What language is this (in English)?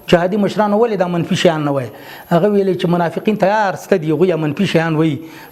Pashto